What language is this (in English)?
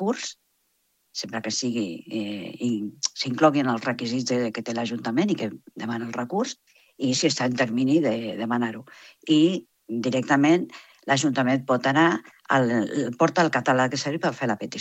Catalan